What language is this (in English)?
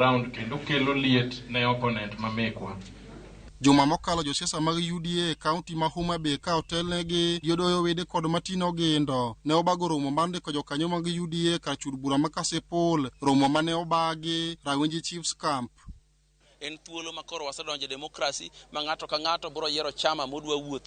Luo (Kenya and Tanzania)